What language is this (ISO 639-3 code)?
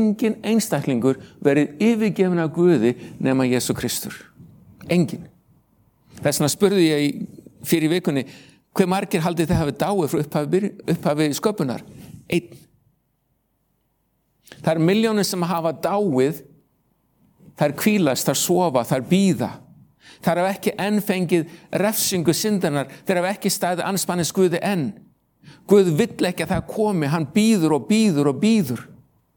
isl